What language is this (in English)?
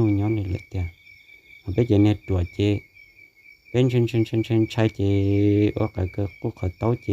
Hmong